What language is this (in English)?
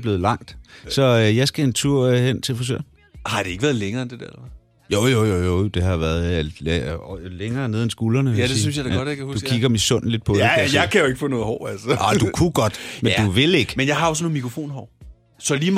Danish